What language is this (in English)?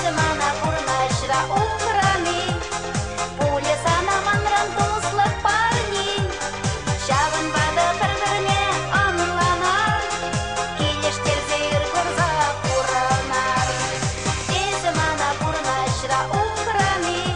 Chuvash